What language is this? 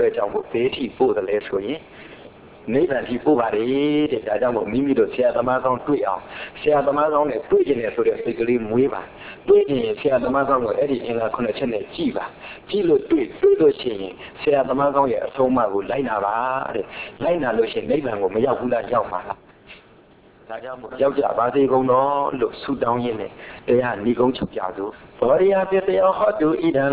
Burmese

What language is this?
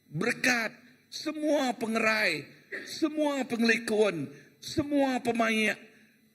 Iban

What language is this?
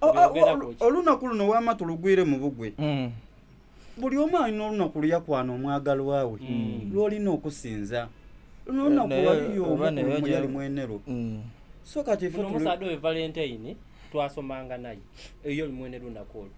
Soga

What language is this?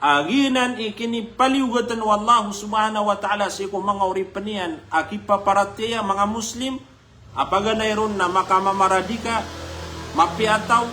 Maranao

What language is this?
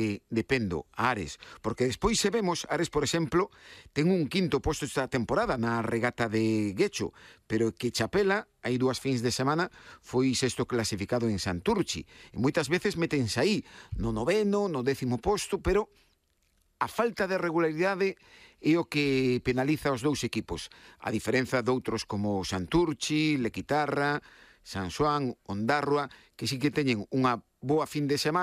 Galician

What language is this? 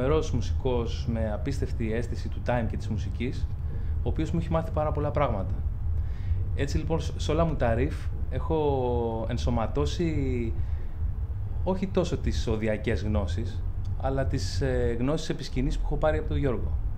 Greek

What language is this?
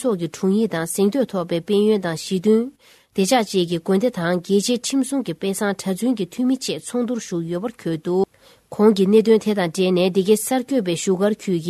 Tibetan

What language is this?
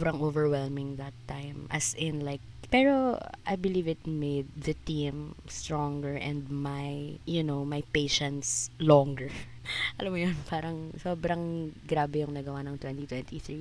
Filipino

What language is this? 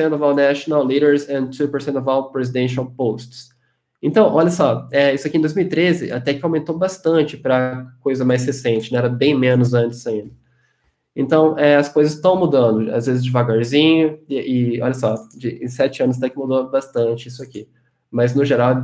Portuguese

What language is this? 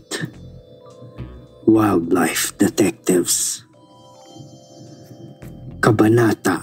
Filipino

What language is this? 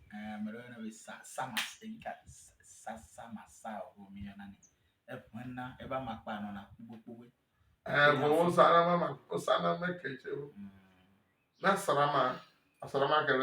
Ewe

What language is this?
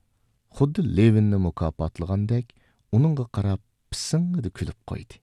Uyghur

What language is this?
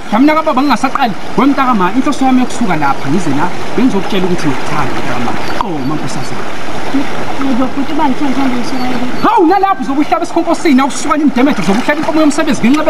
Zulu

